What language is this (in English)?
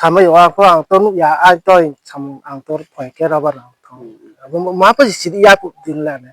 Riang (India)